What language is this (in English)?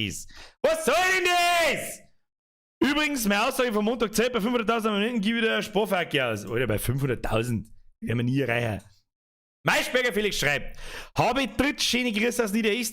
Bavarian